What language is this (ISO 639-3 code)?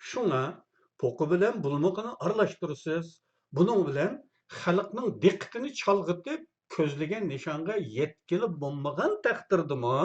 uig